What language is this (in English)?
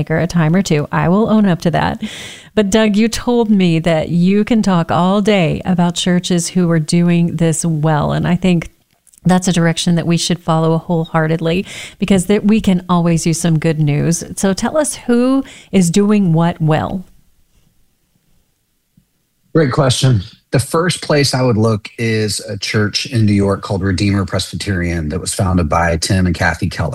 English